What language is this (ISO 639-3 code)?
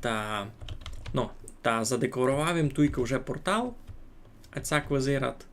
rue